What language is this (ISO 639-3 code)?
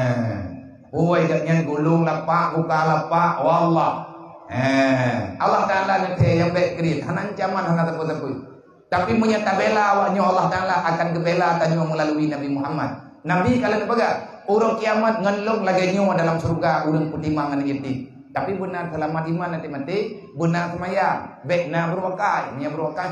ace